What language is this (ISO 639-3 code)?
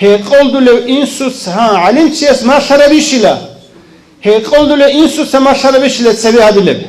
ava